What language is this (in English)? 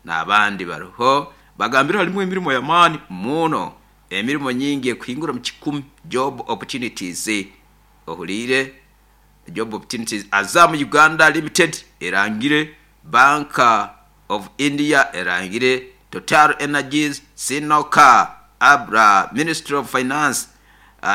Nyoro